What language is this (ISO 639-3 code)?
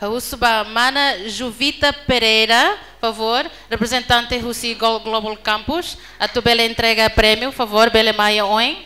tet